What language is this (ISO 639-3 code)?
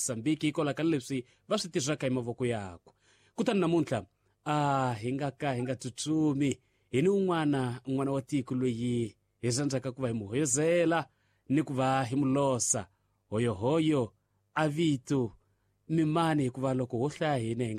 tso